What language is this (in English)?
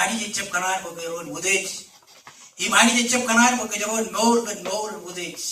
Marshallese